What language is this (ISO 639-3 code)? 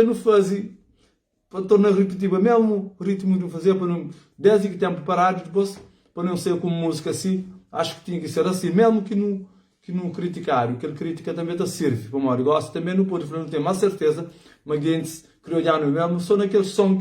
kea